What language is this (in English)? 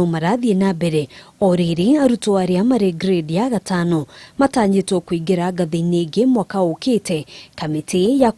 Kikuyu